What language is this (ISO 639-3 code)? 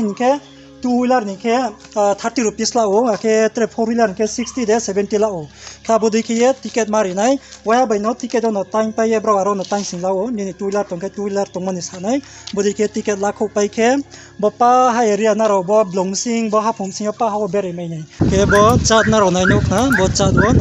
ria